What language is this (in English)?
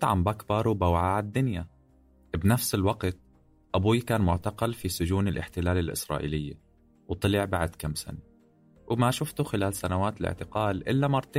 North Levantine Arabic